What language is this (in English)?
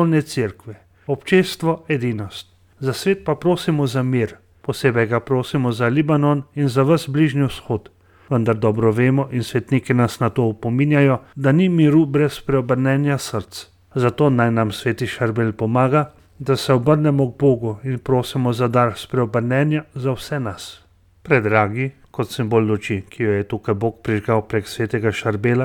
Slovenian